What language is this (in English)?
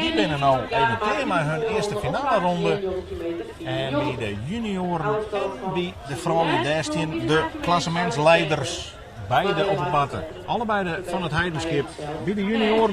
Western Frisian